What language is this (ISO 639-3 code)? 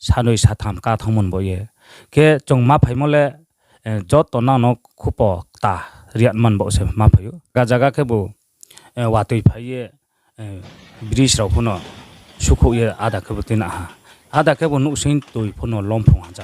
ria